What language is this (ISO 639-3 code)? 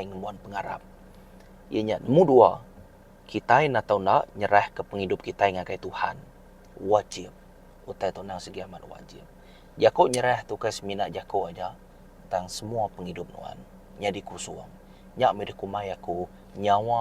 iba